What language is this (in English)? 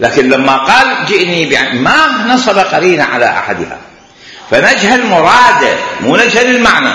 Mesopotamian Arabic